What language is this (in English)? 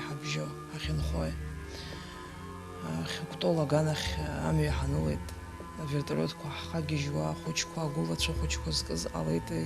Abkhazian